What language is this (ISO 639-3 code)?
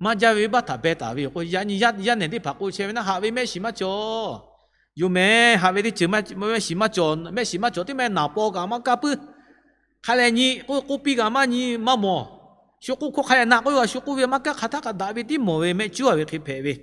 lhu